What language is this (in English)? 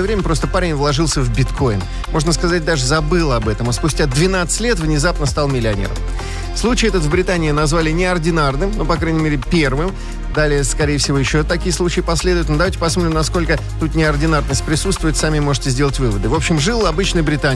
Russian